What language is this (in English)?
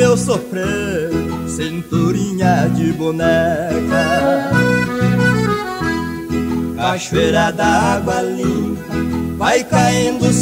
Portuguese